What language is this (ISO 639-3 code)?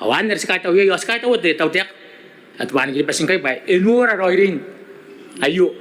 gil